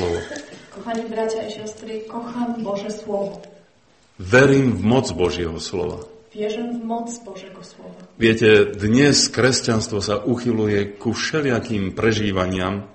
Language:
Slovak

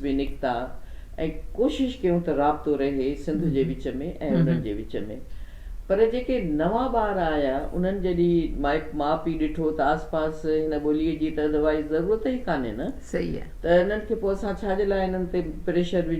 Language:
Sindhi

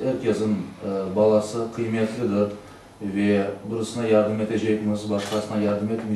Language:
Crimean Tatar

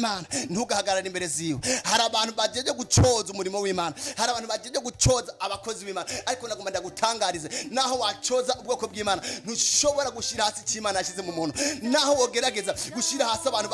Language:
Rundi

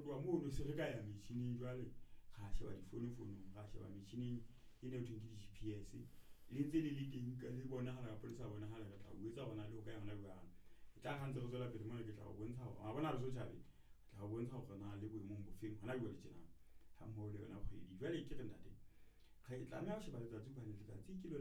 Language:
Southern Sotho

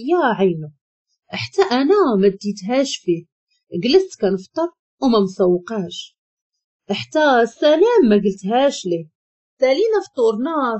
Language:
Moroccan Arabic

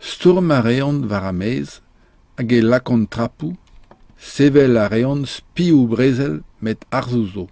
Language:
Breton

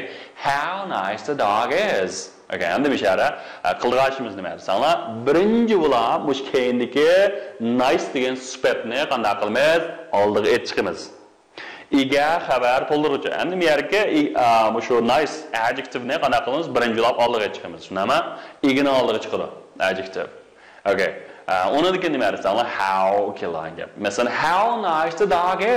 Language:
Uyghur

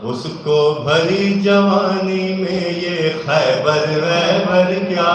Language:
Saraiki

